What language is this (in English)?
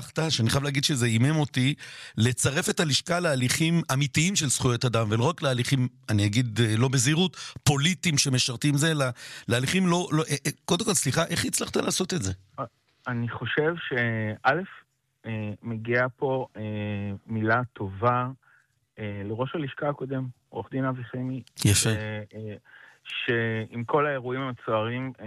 Hebrew